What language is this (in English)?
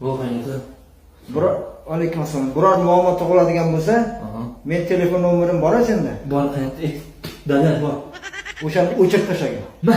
Uzbek